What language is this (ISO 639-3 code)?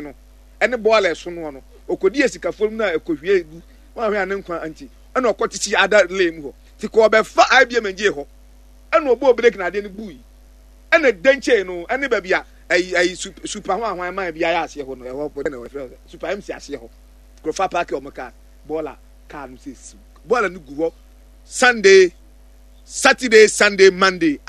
aka